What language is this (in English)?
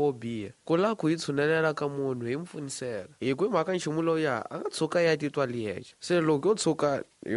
Tsonga